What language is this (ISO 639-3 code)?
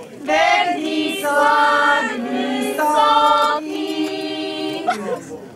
slk